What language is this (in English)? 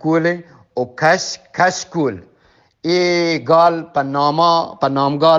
Eastern Balochi